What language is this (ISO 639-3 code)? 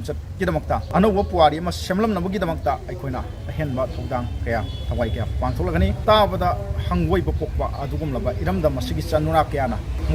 mni